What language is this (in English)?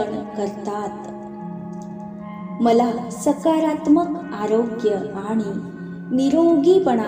Marathi